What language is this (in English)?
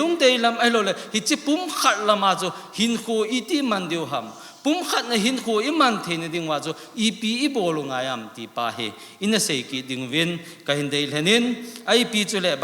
Thado Chin